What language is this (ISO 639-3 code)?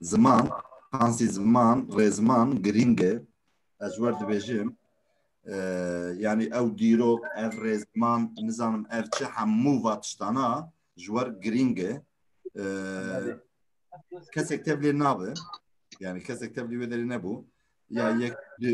kur